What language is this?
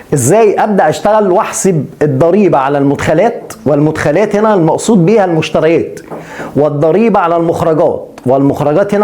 Egyptian Arabic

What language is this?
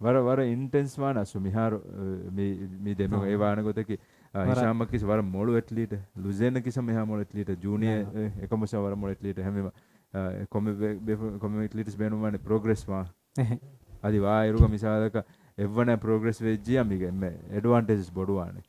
Divehi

